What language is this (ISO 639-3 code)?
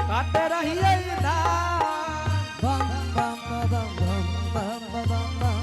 anp